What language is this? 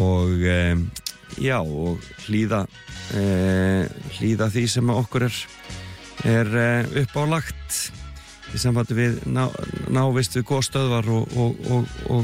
Icelandic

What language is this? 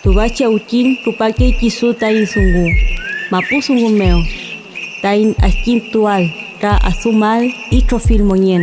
Mapuche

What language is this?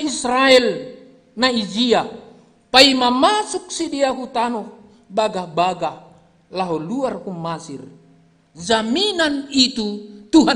Batak Simalungun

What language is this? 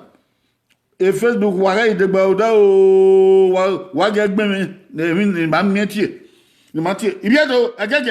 Bini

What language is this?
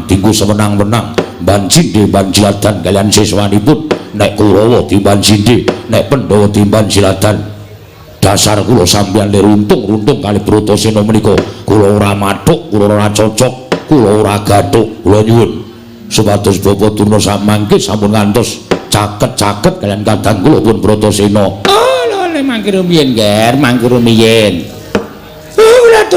Javanese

